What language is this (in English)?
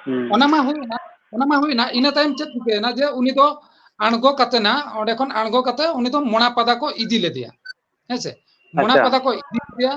Santali